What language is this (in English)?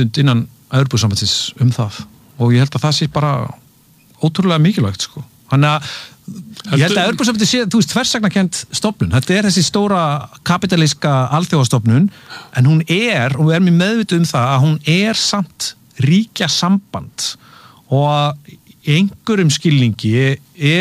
Icelandic